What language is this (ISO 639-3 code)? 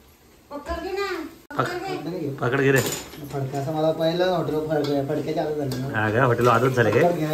mar